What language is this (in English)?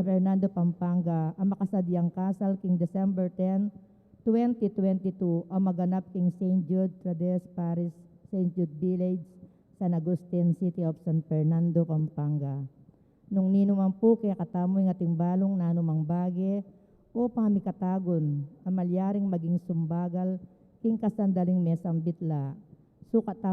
Pampanga